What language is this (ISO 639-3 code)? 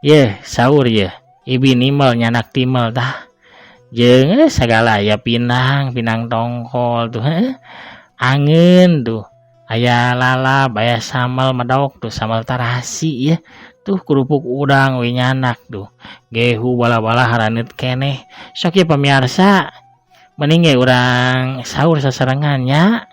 sun